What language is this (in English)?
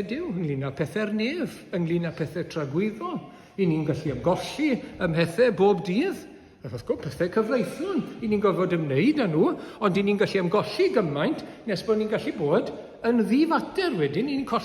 Welsh